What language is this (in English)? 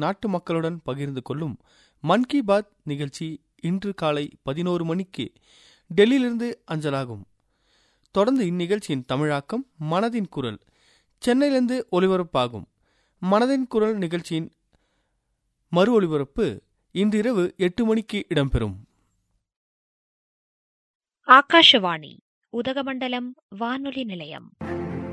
Tamil